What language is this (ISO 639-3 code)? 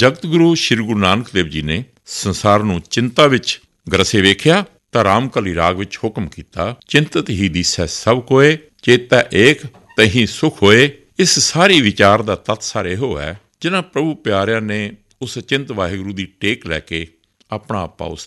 pan